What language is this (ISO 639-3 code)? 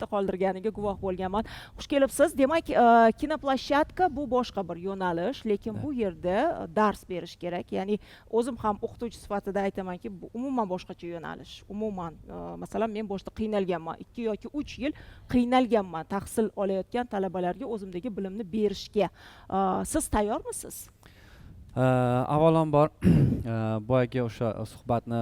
uzb